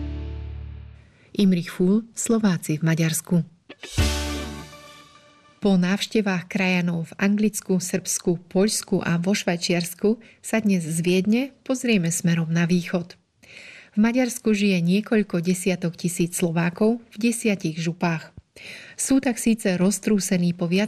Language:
Slovak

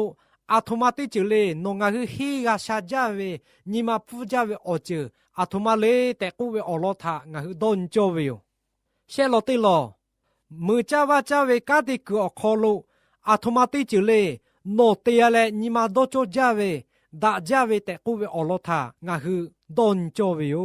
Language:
Lahu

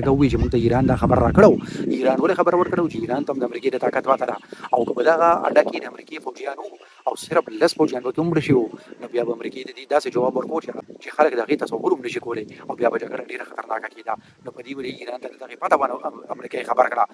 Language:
Pashto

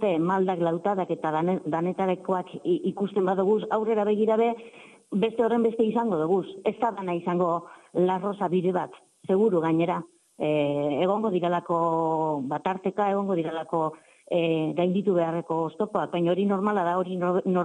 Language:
Basque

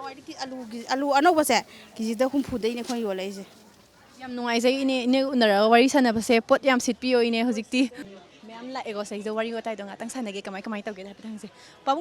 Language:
Manipuri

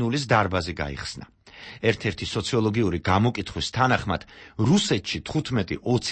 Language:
Georgian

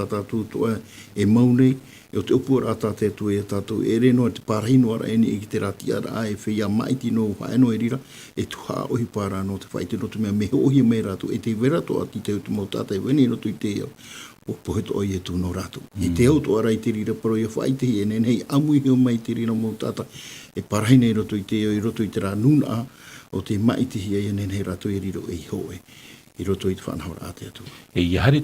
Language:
Tahitian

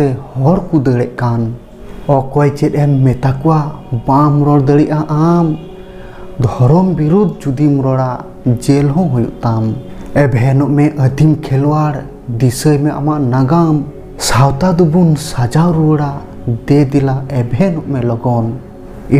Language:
Santali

